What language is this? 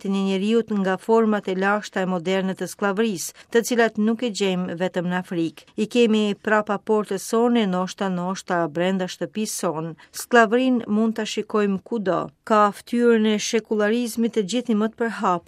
Albanian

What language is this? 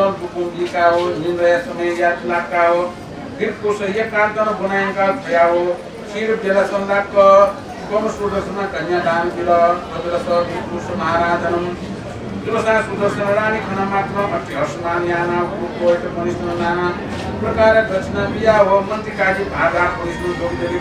Newari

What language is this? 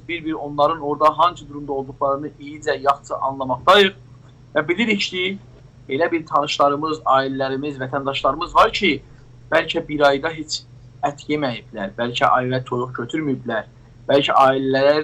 South Azerbaijani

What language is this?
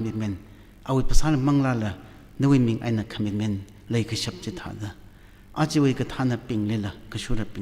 Tangkhul Naga (India)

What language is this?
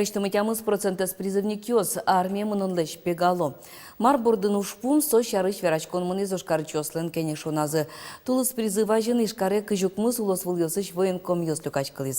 Udmurt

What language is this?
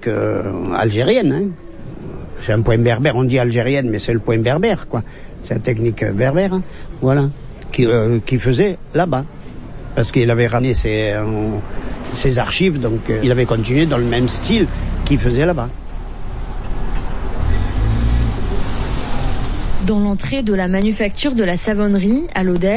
French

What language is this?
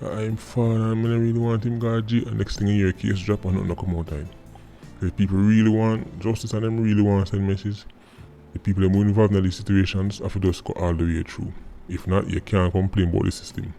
Jamaican Creole English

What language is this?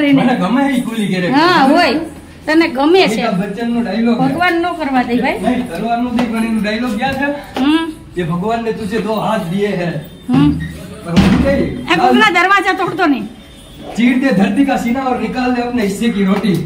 Gujarati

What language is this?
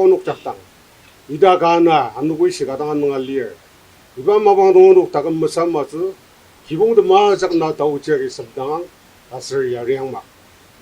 Ao Naga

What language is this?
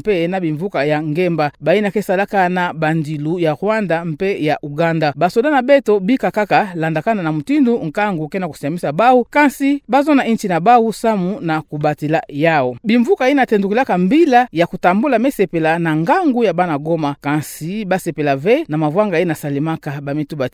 Kituba (Democratic Republic of Congo)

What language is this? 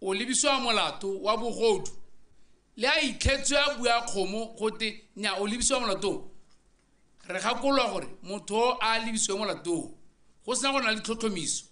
Tswana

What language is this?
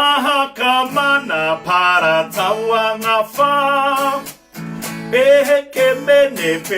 Māori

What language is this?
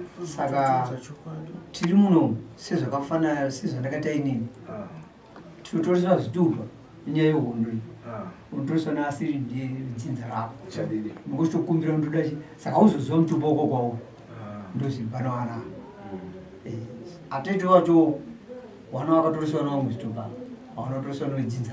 Shona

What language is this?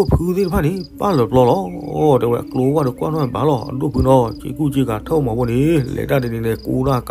S'gaw Karen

